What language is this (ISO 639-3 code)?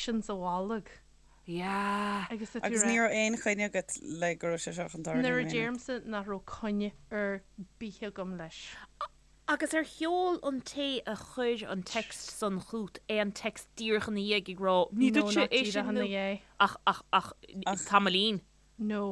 gle